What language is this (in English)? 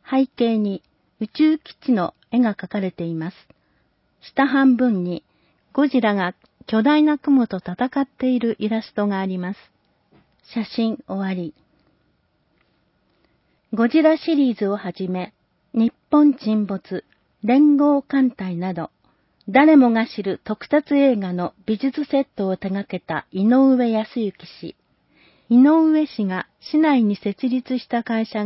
Japanese